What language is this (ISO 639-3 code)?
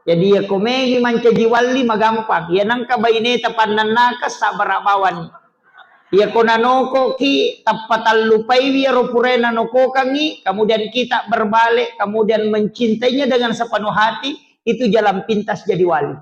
bug